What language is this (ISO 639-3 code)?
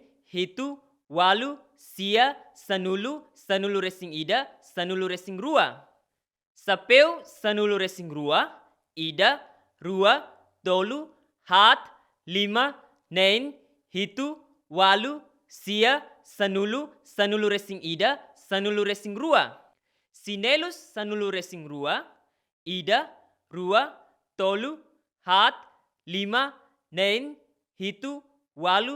tet